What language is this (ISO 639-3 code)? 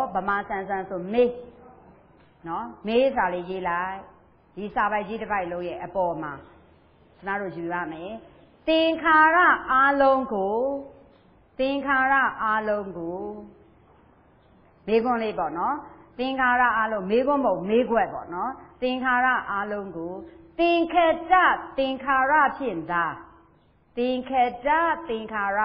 mya